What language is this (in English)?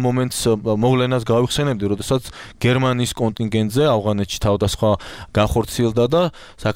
Georgian